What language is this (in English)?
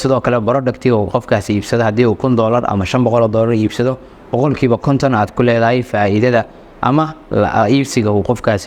Somali